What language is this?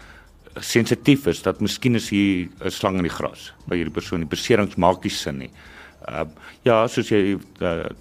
Afrikaans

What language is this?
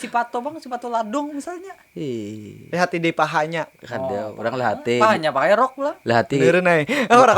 Banjar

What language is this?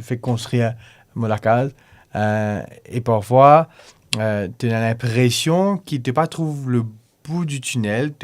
Morisyen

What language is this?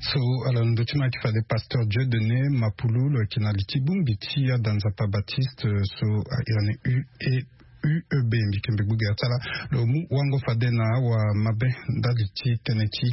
Sango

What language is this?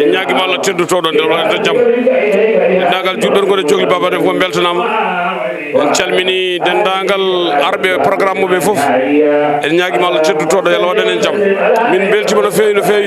Fula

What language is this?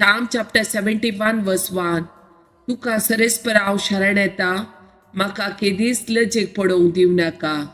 Konkani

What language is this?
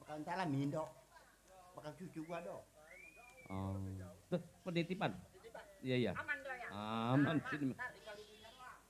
Betawi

